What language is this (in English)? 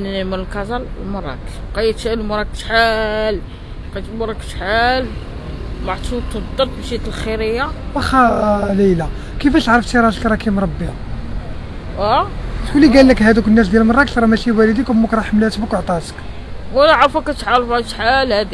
Moroccan Arabic